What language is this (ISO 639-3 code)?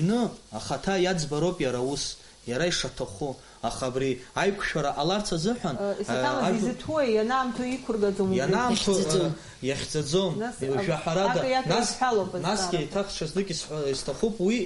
abk